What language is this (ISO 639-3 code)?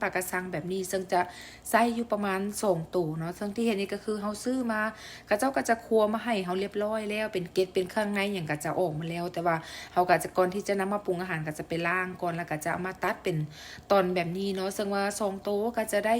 lao